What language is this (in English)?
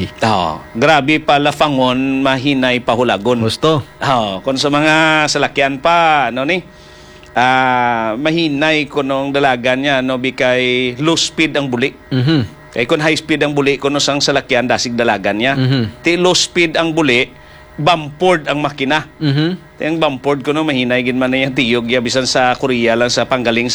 Hiligaynon